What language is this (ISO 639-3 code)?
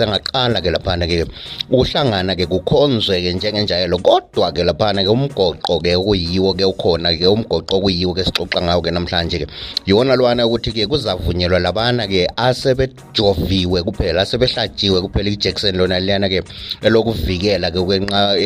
nde